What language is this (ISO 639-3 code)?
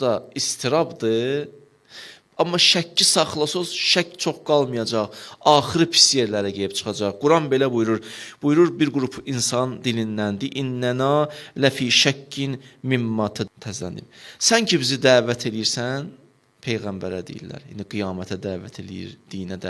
aze